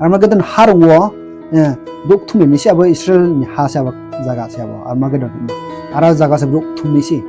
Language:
Riang (India)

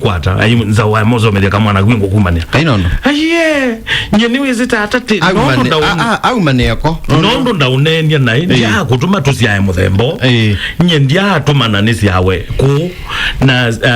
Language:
Kamba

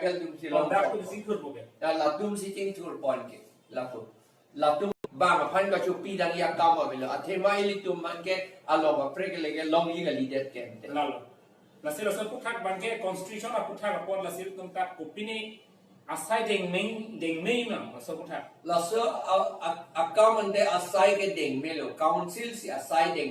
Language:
Karbi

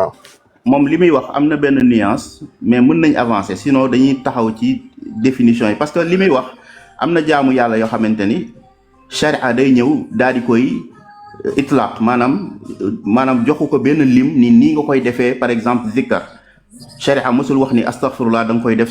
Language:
Wolof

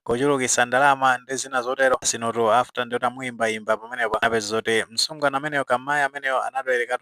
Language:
Nyanja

